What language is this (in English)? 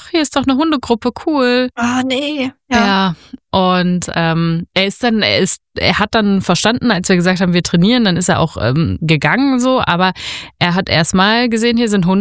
German